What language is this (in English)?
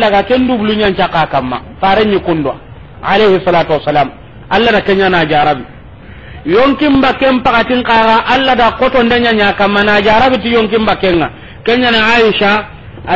Soninke